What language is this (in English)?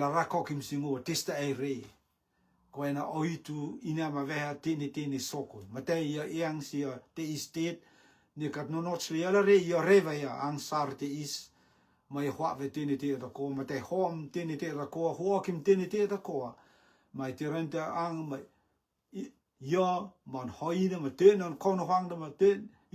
Rotuman